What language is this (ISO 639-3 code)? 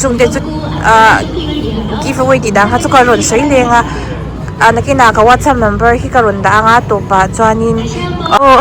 lus